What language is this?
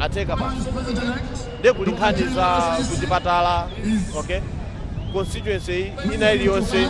Nyanja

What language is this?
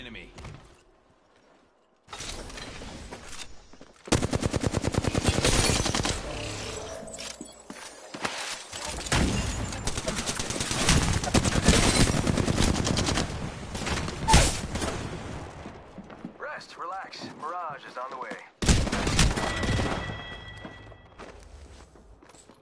English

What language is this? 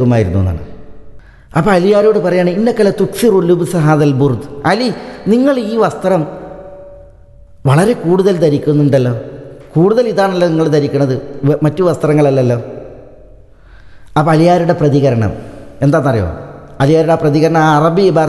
Malayalam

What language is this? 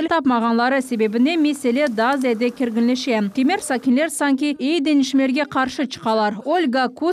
Crimean Tatar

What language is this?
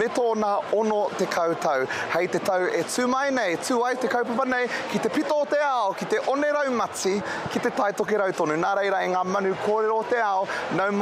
Māori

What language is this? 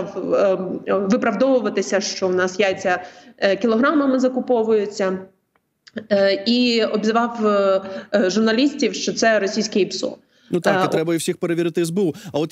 Ukrainian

